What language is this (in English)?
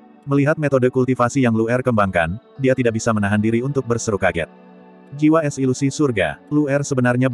Indonesian